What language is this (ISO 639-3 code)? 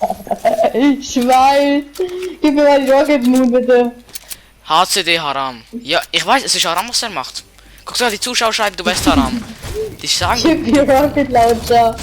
gsw